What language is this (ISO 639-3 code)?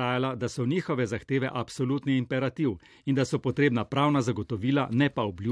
slv